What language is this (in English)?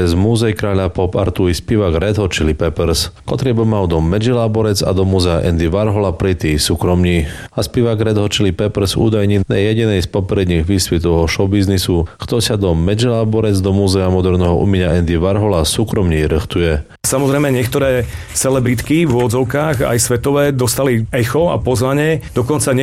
Slovak